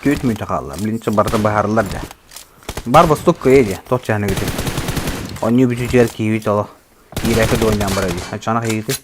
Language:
Yakut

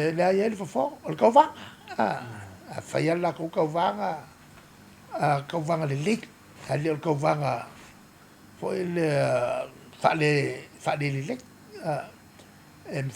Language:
Samoan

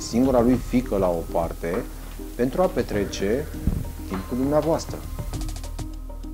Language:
Romanian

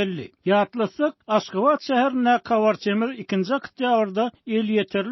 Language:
Turkmen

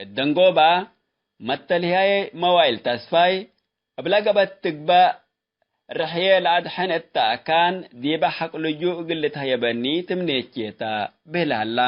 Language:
Tigre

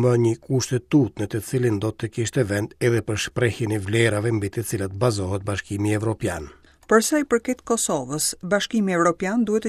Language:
Albanian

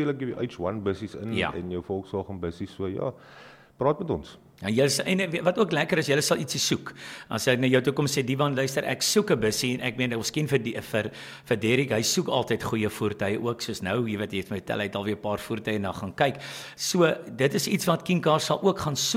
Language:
Afrikaans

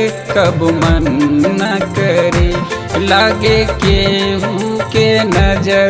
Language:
Bhojpuri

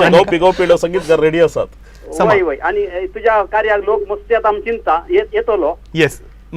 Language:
Konkani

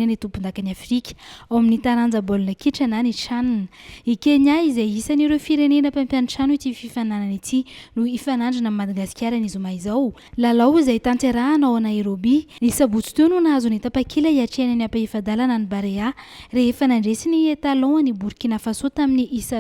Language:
Malagasy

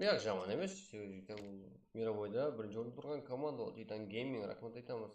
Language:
Kara-Kalpak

